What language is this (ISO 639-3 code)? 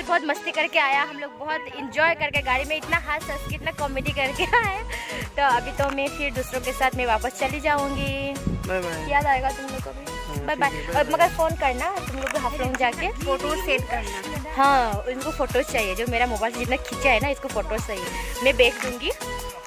hin